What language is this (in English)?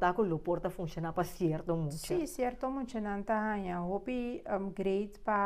Papiamento